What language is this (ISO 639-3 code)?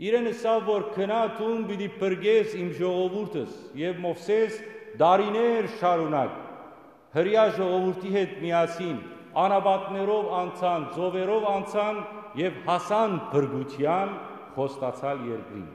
hyw